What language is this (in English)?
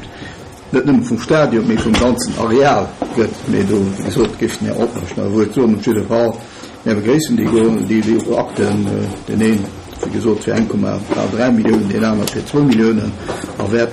Luxembourgish